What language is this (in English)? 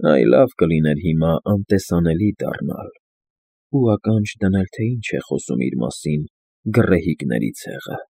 Armenian